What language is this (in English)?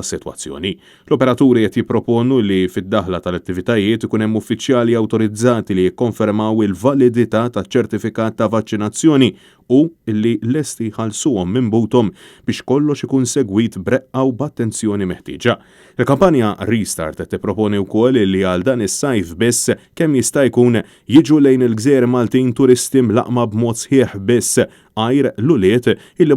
Maltese